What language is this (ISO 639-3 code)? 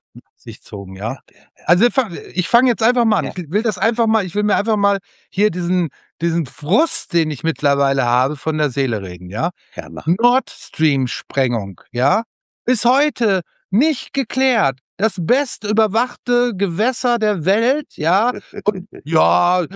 deu